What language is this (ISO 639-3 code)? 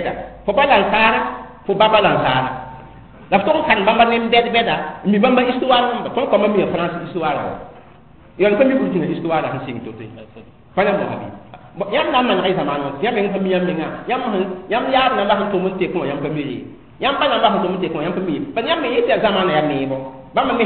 mos